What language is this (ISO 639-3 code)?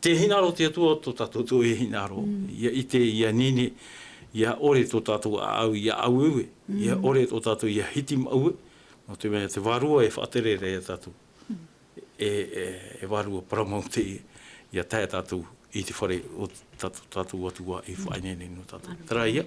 tah